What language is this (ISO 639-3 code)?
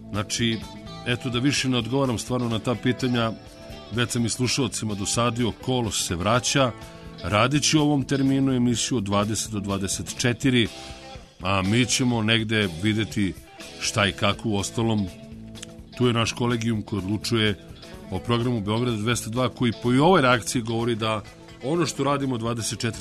srp